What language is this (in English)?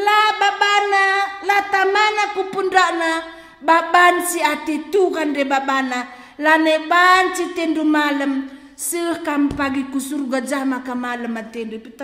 Batak Karo